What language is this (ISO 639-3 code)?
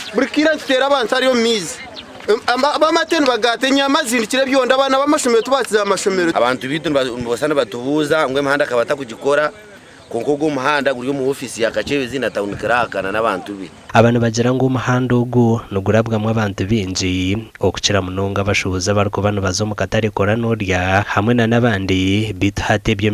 nyn